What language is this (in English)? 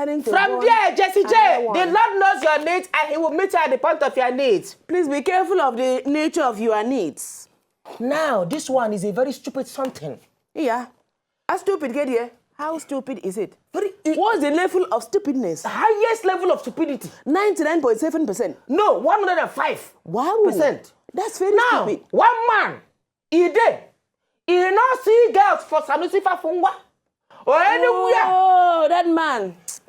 Nigerian Pidgin